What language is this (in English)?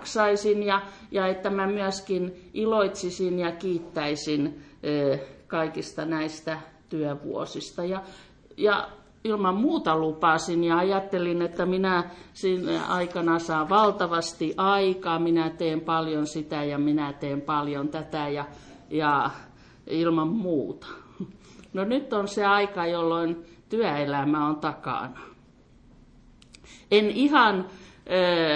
Finnish